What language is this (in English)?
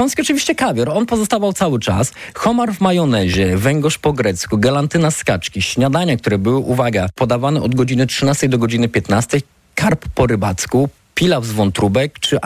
Polish